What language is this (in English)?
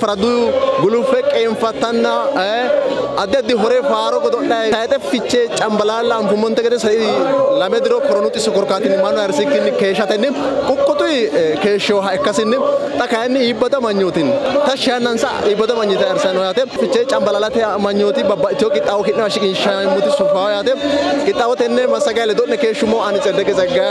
Sidamo